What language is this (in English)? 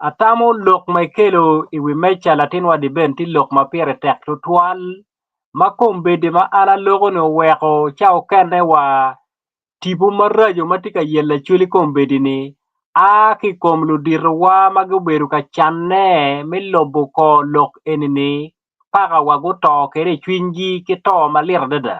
Acoli